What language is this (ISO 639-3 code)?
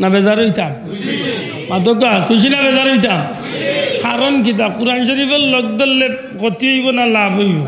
syl